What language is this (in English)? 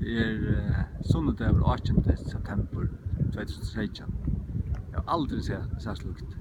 Faroese